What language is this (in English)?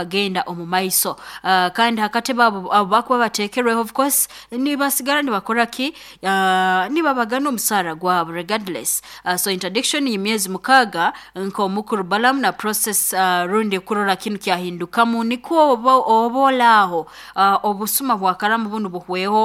Nyoro